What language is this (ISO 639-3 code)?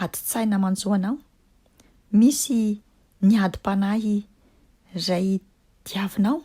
mlg